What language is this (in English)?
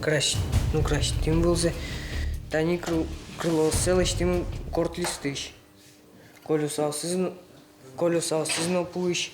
Udmurt